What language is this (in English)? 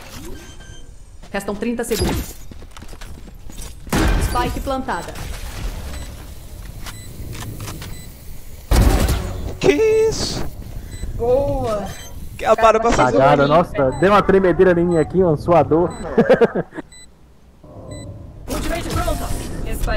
Portuguese